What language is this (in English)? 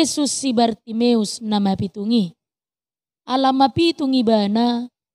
Batak Toba